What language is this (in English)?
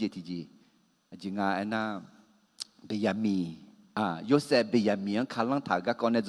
Akha